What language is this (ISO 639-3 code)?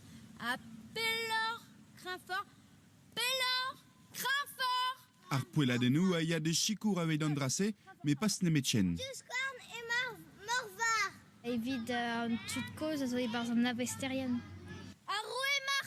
bre